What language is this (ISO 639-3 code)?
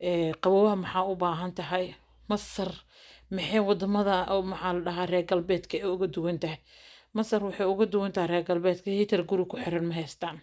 som